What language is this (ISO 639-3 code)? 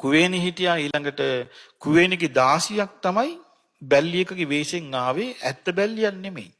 sin